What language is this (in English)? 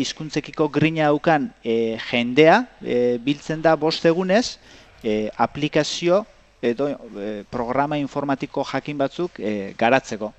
Basque